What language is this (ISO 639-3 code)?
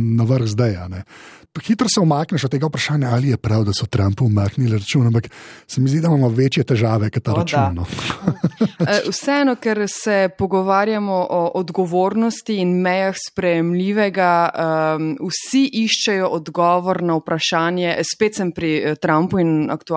slv